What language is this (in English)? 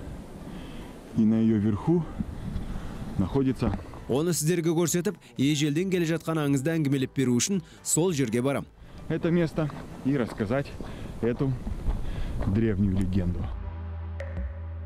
Kazakh